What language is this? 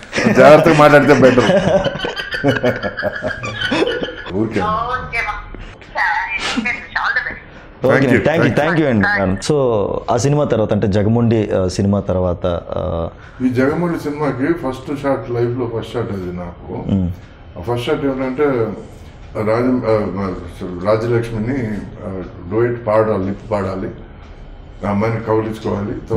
Telugu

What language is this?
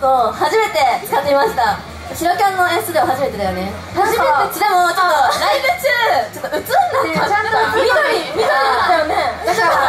Japanese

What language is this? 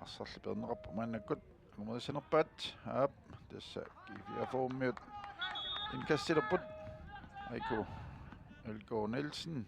Kalaallisut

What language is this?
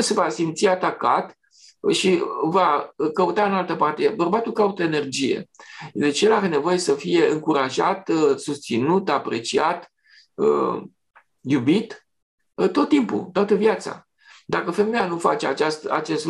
Romanian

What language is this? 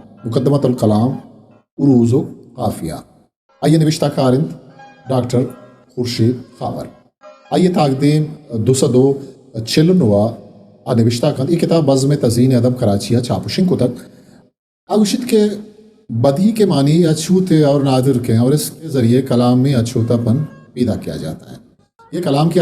Eastern Balochi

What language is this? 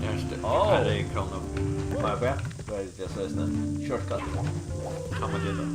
Faroese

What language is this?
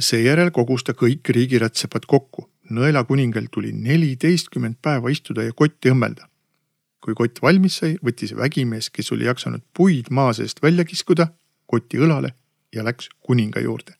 Estonian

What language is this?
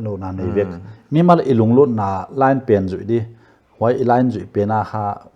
Paite Chin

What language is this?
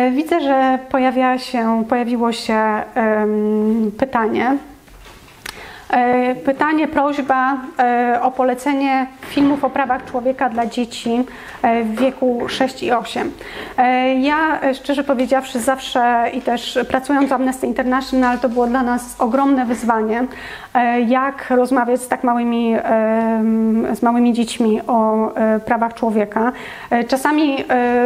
Polish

